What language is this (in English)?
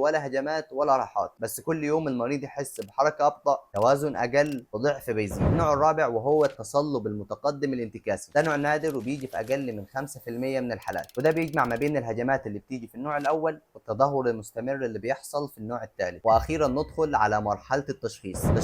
Egyptian Arabic